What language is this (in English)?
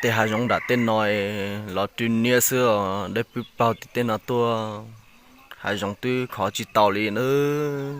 Hmong